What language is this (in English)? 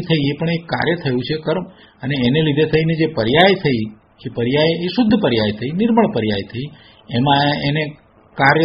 Gujarati